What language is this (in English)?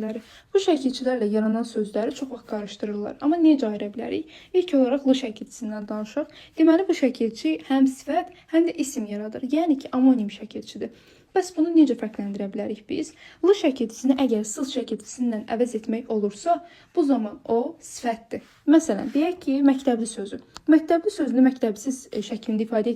Azerbaijani